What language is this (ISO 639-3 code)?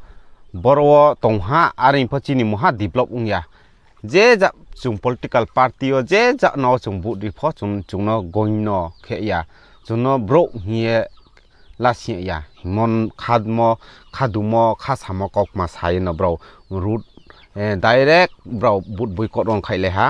ria